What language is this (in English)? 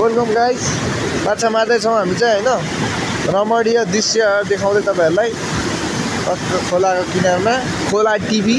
Nepali